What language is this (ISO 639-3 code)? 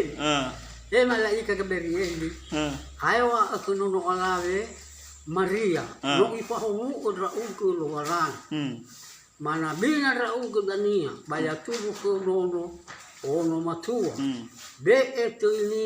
nia